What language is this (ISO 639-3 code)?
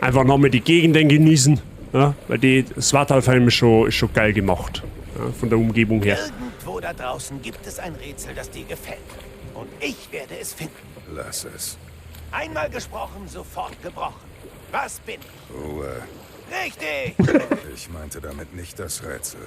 bar